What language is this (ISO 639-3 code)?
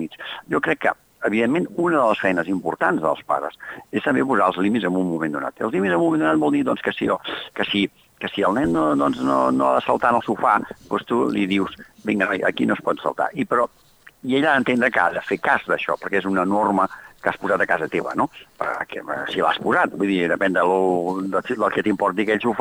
cat